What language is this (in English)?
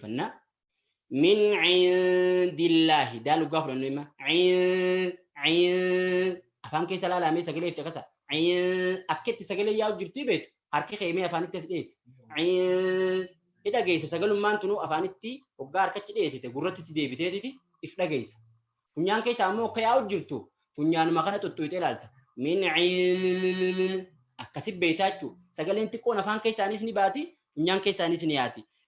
Oromo